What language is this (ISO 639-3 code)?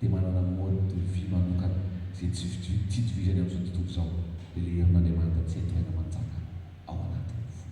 mlg